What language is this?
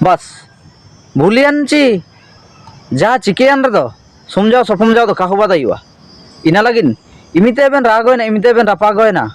Ho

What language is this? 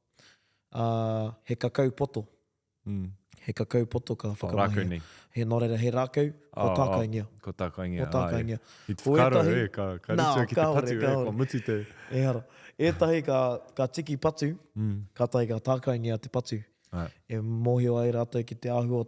Māori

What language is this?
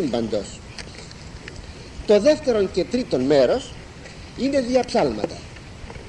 Greek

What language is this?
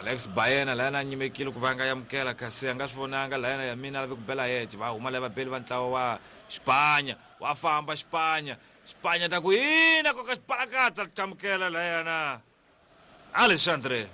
Tsonga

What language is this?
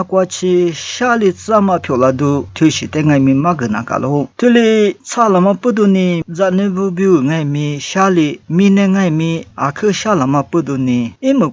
Lisu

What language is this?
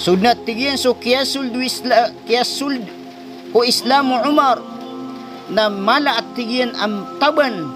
Maranao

